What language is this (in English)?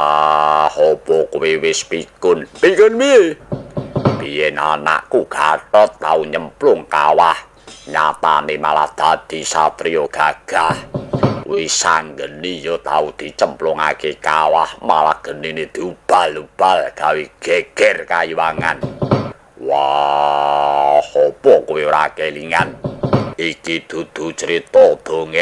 Javanese